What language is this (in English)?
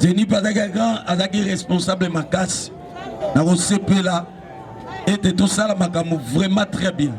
Lingala